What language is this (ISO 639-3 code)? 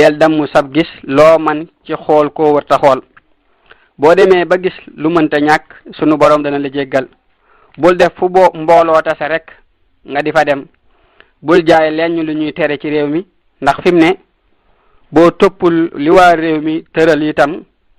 wol